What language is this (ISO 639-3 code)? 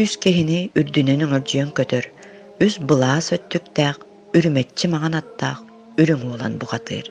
sah